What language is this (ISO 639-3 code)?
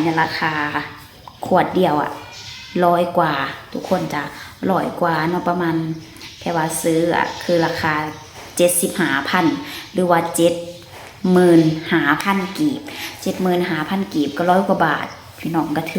lao